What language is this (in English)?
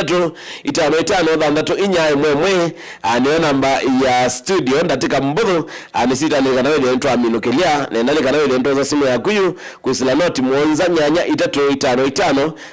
Kamba